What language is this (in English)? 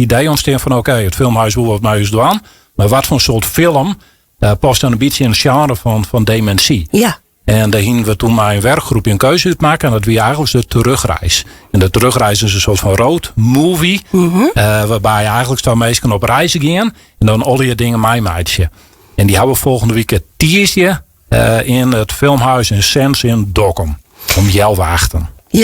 Western Frisian